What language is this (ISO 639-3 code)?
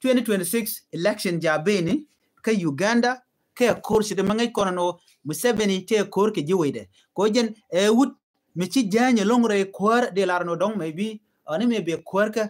nus